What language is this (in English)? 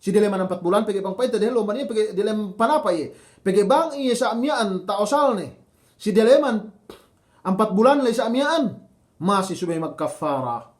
Yakan